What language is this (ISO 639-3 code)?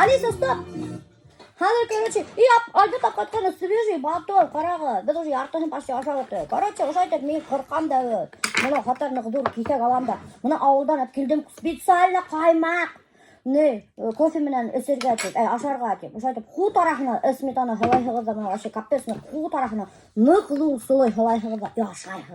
bak